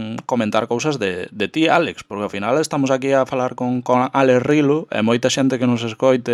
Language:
Galician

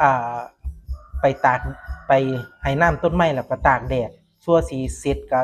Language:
Northeastern Thai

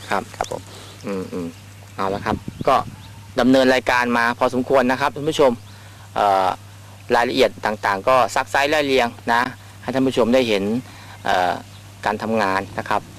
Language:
Thai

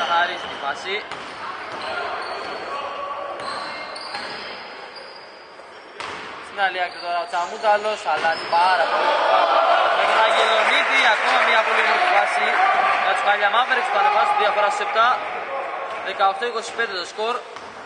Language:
Greek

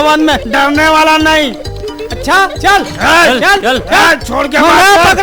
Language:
Chhattisgarhi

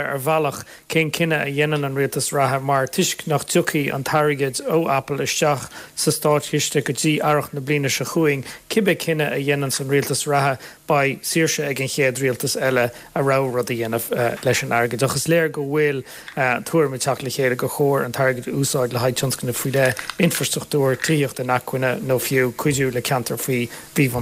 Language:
Irish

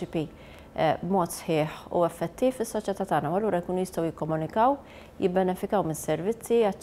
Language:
Maltese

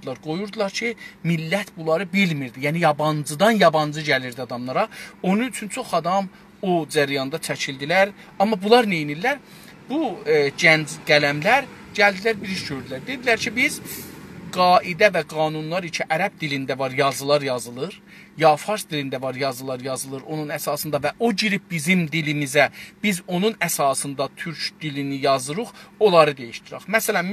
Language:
South Azerbaijani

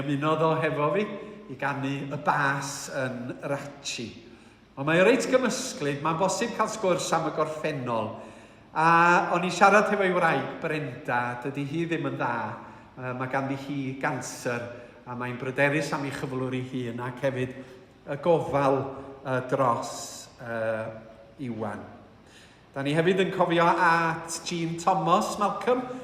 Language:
Welsh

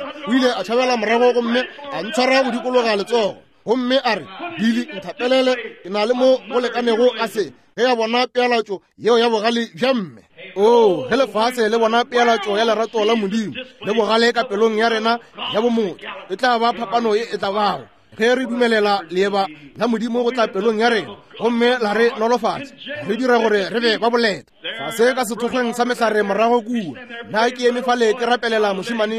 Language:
Northern Sotho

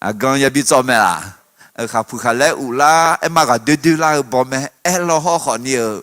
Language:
Akha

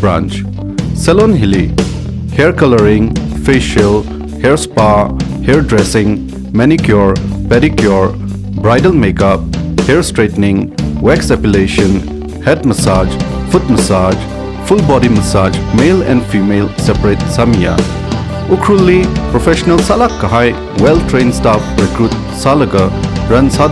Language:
Tangkhul Naga (India)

